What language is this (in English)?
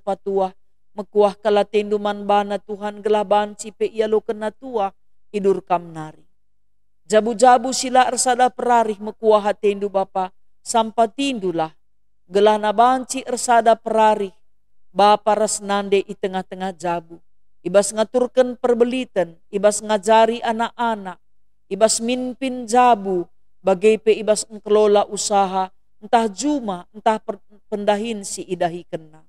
Batak Karo